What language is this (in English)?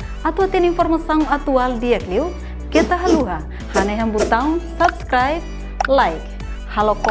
Tetum